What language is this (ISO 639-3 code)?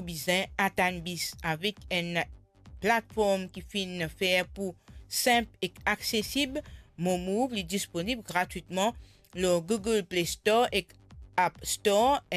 mfe